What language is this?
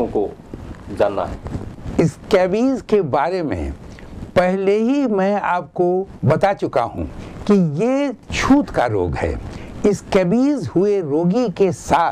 Hindi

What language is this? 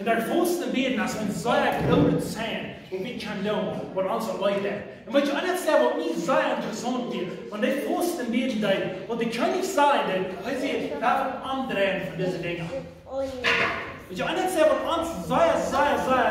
Plautdietsch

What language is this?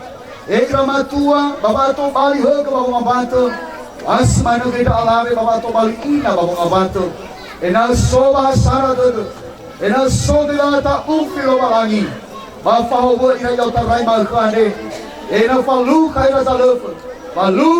Nias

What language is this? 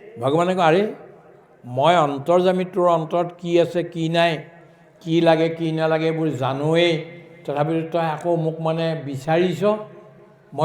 Assamese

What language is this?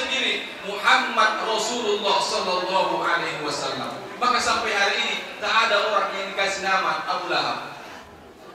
Indonesian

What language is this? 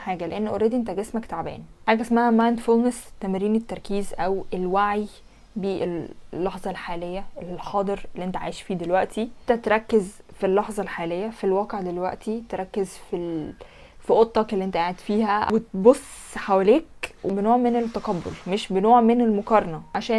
Egyptian Arabic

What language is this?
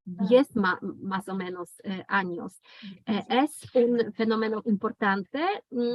Ladino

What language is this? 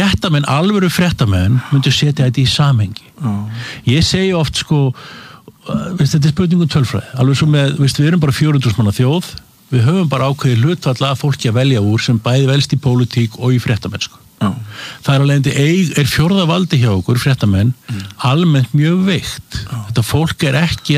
Icelandic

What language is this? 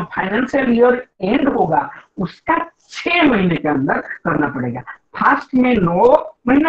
Hindi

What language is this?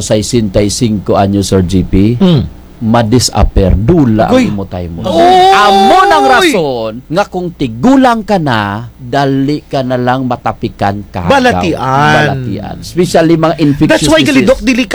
Kinaray-a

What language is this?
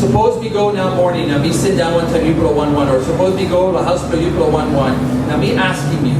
Tok Pisin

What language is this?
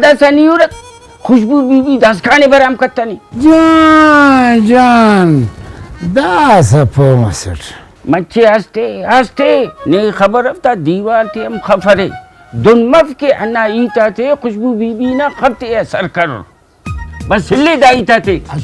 Brahui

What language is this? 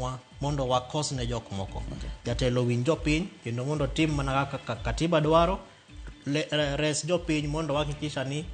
Luo (Kenya and Tanzania)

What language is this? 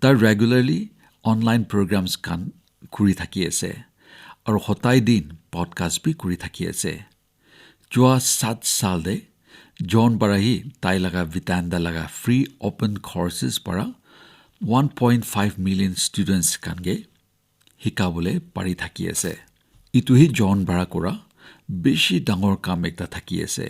Naga Pidgin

